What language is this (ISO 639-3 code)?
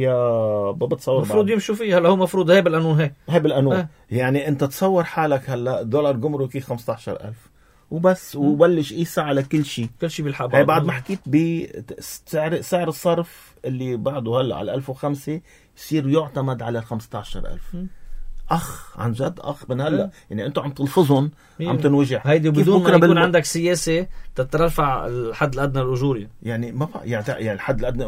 apc